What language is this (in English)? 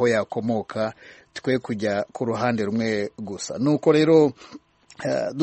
Kinyarwanda